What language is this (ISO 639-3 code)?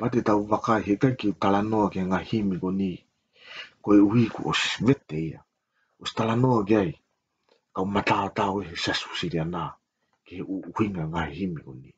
ton